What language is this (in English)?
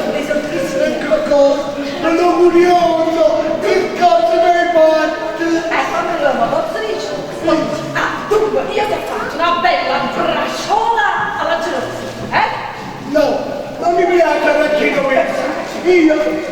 Neapolitan